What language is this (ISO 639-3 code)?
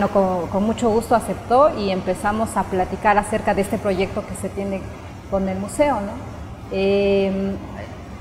spa